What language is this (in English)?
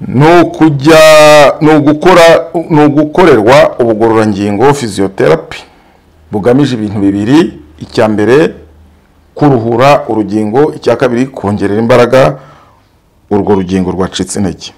Kinyarwanda